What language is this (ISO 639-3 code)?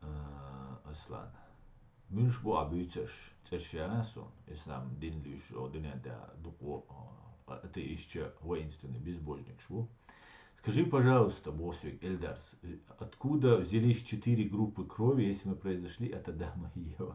che